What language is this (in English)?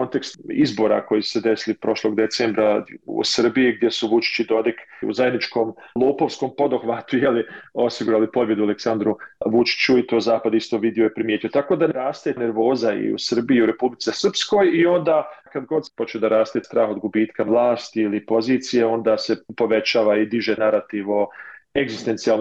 Bosnian